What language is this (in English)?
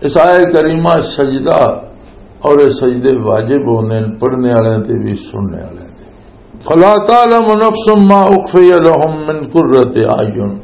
Western Panjabi